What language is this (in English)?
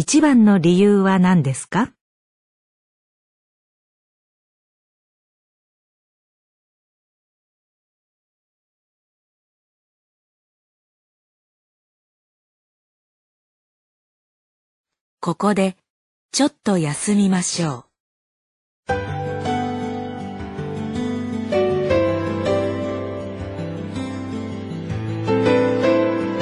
Japanese